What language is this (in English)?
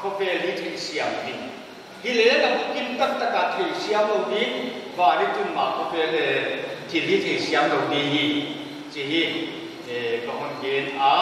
Paite Chin